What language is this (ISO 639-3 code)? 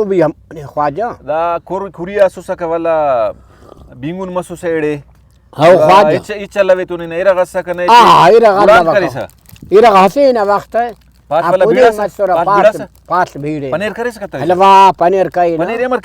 brh